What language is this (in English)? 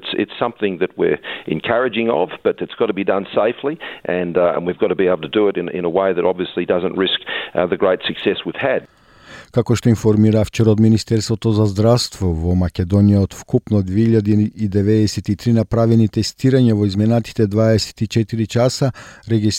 Macedonian